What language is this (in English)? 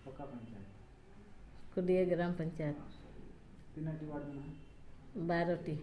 Santali